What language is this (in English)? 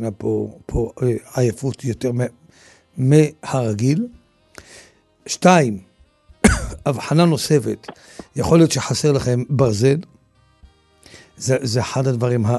Hebrew